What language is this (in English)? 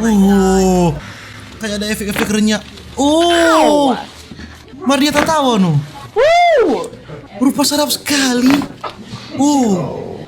Manado Malay